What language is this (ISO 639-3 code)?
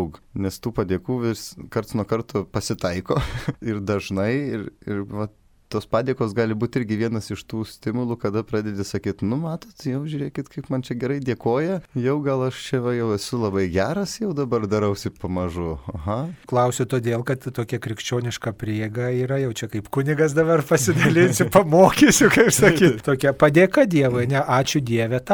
lit